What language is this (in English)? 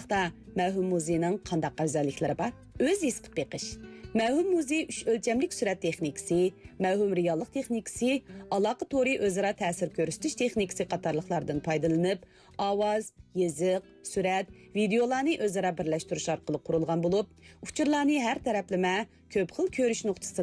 Uyghur